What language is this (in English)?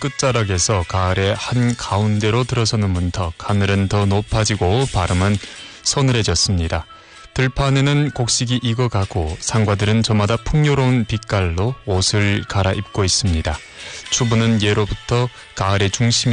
Korean